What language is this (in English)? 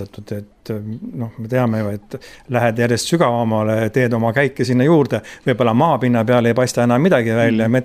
Estonian